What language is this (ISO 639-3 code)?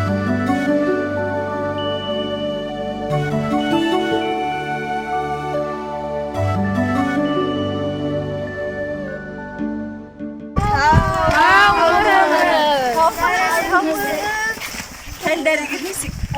bak